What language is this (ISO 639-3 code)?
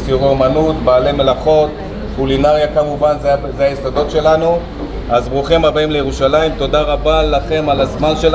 heb